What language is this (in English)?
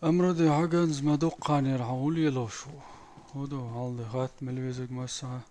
Chechen